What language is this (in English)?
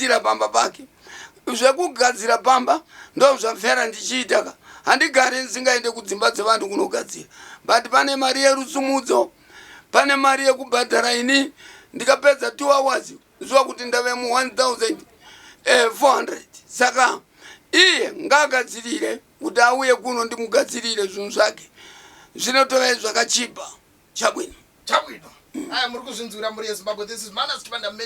Shona